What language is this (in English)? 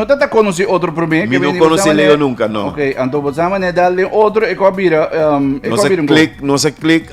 Papiamento